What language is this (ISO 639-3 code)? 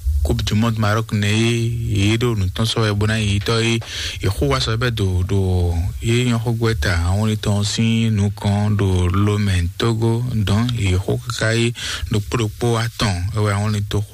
fon